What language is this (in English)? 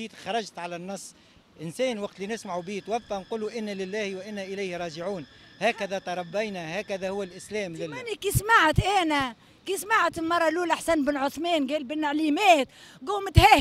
Tunisian Arabic